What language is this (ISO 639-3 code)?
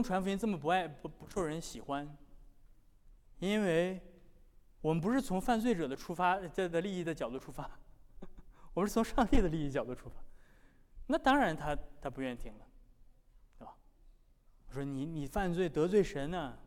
zho